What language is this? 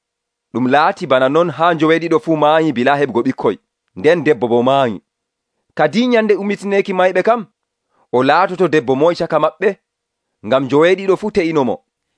Nigerian Fulfulde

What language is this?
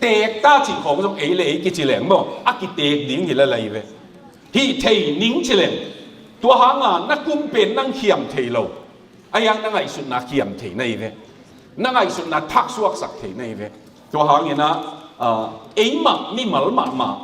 Tedim Chin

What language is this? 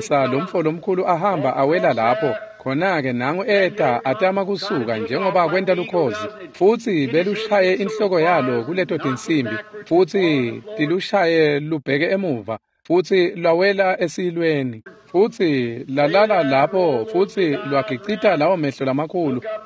Swati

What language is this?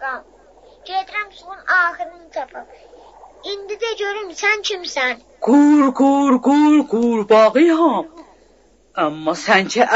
South Azerbaijani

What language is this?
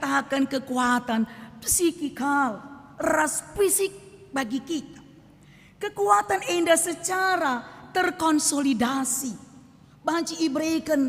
Batak Karo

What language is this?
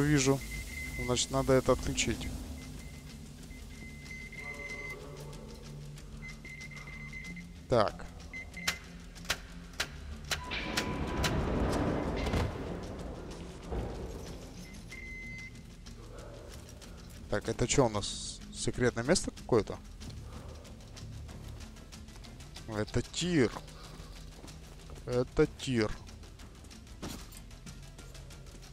Russian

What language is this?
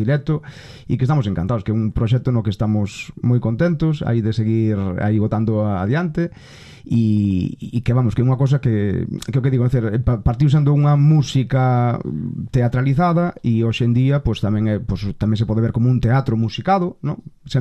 Galician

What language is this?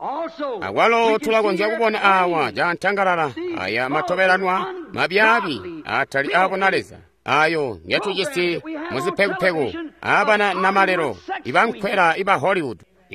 Tonga (Zambia)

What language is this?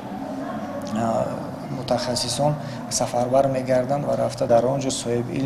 Tajik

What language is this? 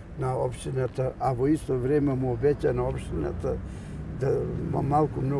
Macedonian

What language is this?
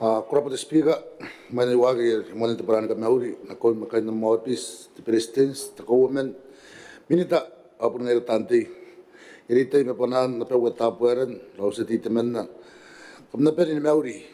Gilbertese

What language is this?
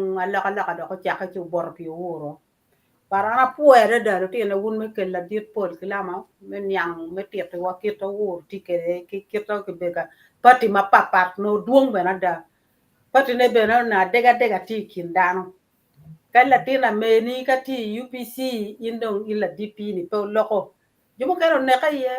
Acoli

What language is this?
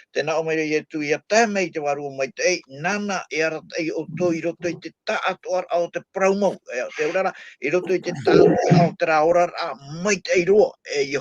Tahitian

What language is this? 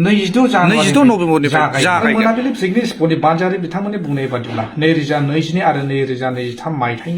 Bodo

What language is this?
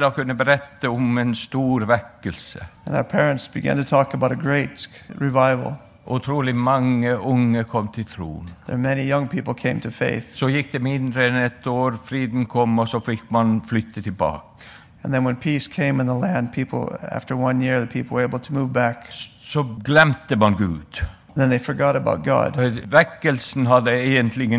Norwegian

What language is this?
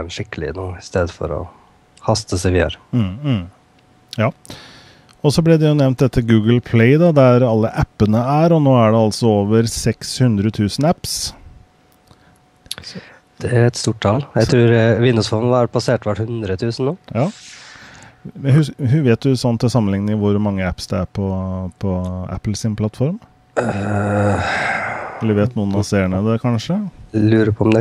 Norwegian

